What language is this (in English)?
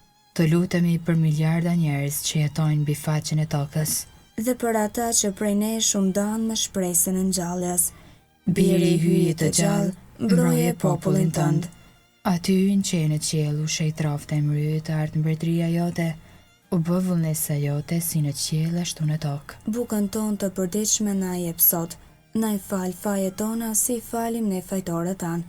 Albanian